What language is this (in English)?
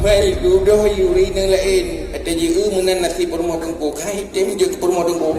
Achinese